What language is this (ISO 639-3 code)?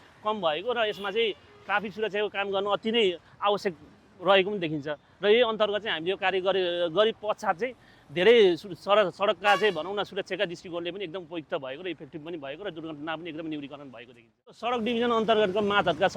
nep